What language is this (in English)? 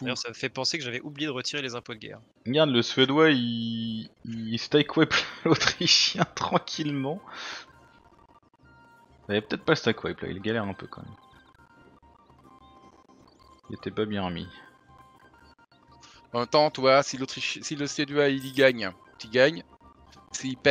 French